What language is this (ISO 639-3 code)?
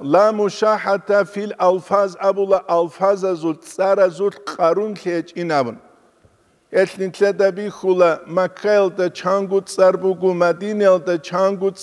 ava